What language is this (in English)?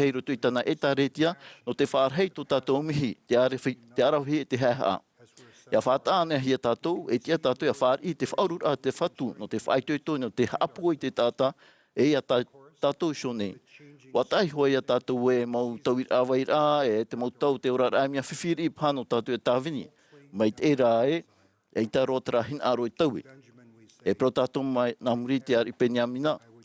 Tahitian